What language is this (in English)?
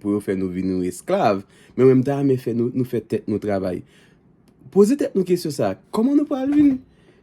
Haitian Creole